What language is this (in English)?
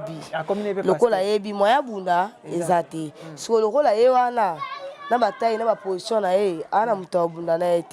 Lingala